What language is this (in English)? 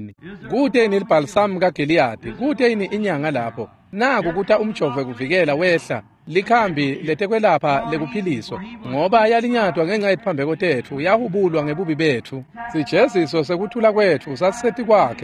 Swati